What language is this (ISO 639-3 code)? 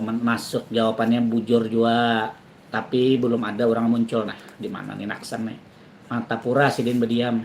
bjn